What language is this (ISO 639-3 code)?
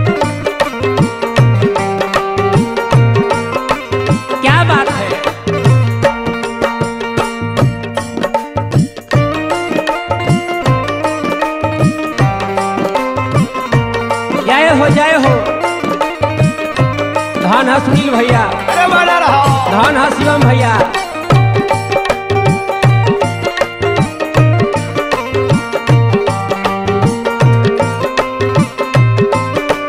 bho